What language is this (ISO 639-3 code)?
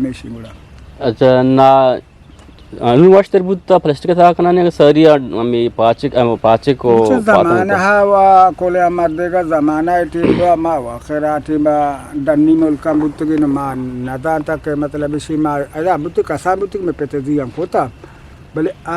bgp